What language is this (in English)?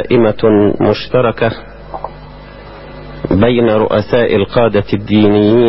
Egyptian Arabic